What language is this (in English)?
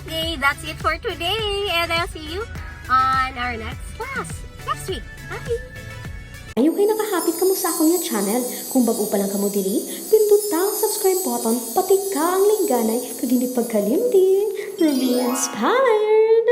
Hiligaynon